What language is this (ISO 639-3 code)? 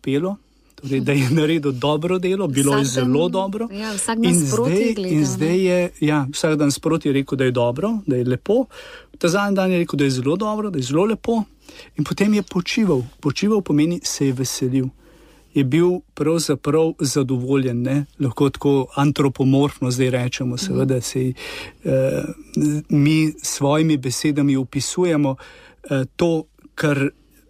slv